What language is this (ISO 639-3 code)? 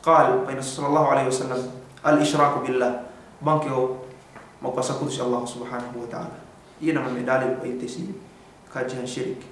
yka